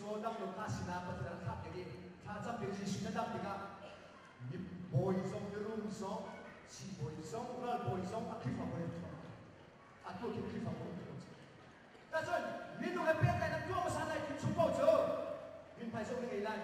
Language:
Hakha Chin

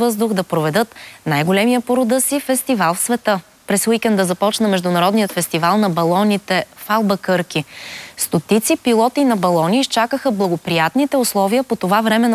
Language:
Bulgarian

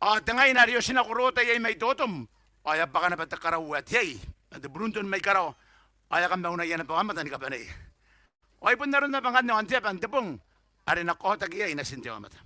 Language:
Gilbertese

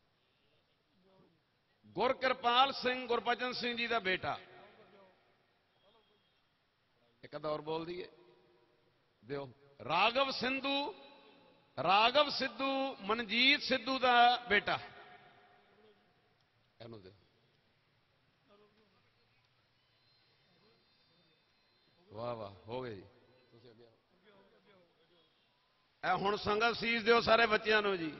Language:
Punjabi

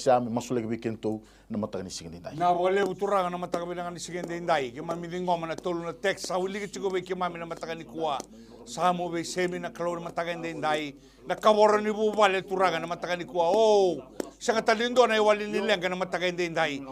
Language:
Fijian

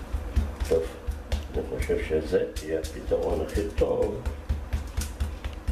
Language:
Hebrew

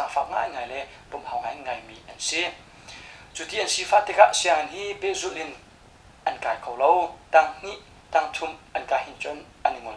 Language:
Hakha Chin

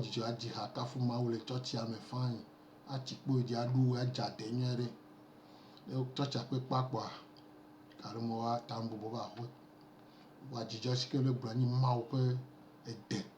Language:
Gen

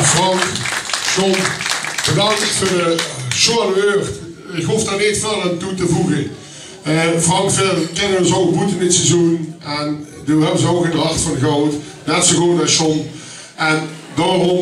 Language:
Limburgish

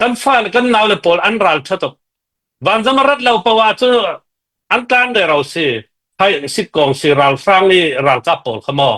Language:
Falam Chin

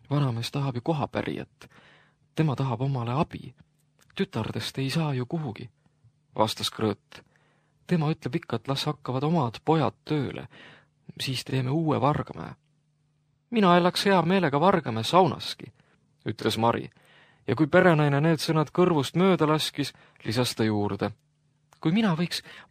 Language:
Estonian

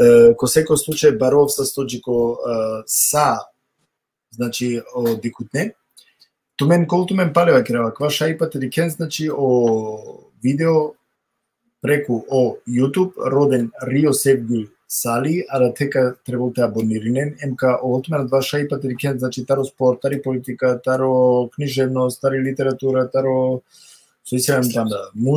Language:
Balkan Romani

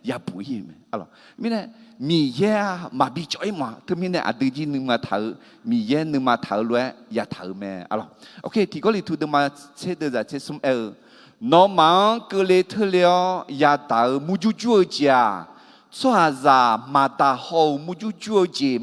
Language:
Akha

